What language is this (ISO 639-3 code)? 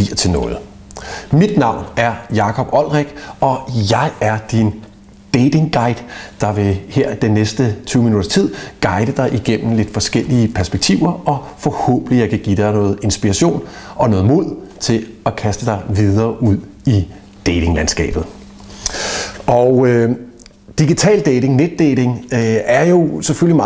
dan